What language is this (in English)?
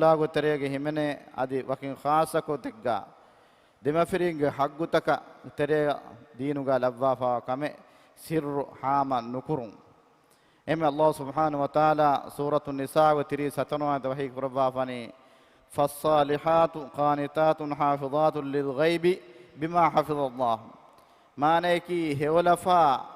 Divehi